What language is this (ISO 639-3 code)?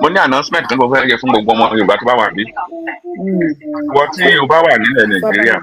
yor